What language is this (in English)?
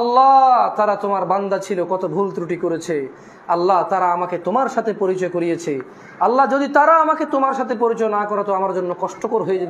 Bangla